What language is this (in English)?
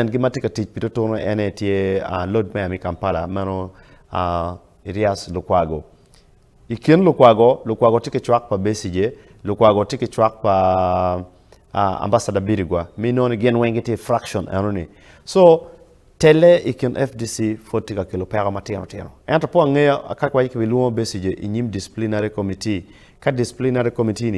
Acoli